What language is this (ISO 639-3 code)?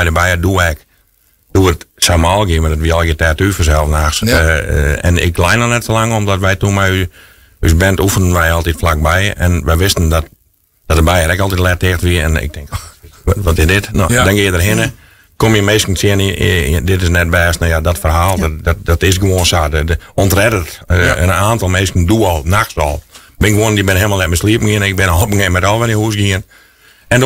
fry